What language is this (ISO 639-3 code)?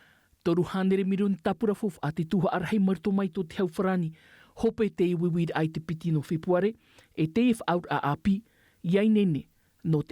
tah